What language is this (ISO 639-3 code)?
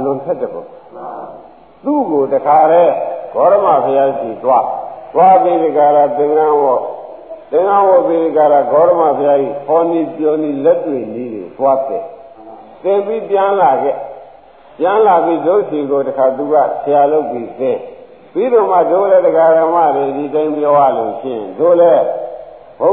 mya